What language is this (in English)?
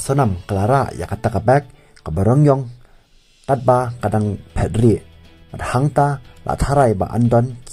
Khasi